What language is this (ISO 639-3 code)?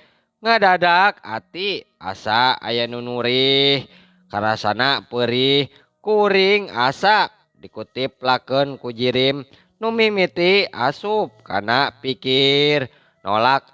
sun